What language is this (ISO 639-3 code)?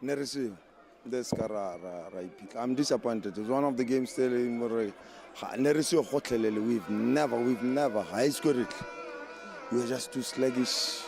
tsn